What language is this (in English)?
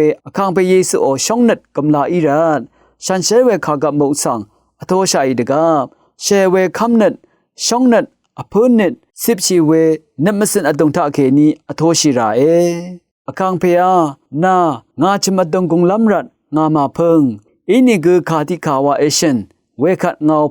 Rawang